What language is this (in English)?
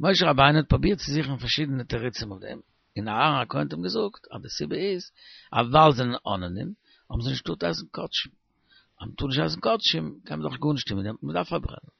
Yiddish